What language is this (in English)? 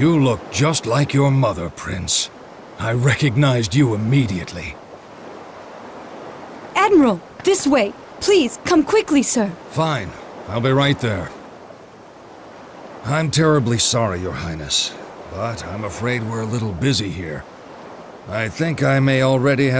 English